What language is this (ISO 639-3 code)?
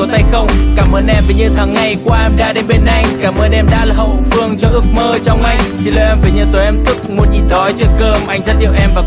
vie